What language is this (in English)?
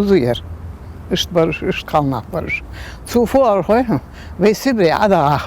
Ingush